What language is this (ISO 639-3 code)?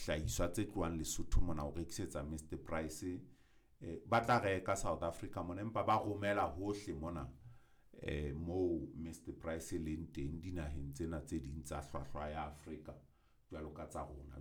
sot